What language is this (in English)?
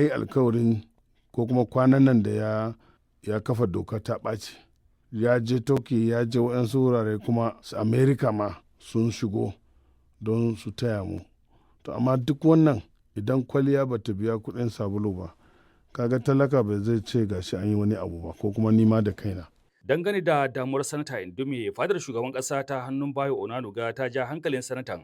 Hausa